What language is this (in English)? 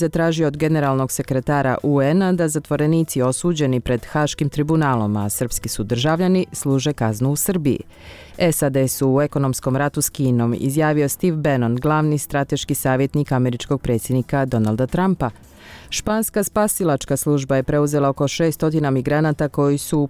Croatian